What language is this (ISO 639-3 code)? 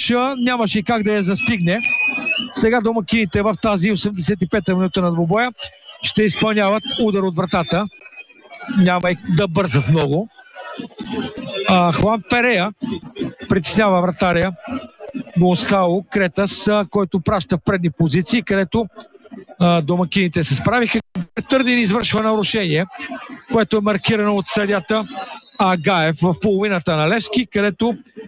bul